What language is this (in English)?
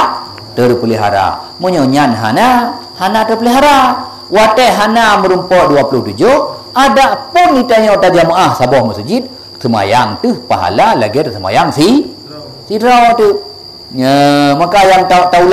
Achinese